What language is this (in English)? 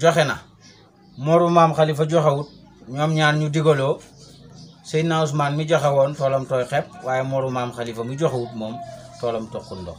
Wolof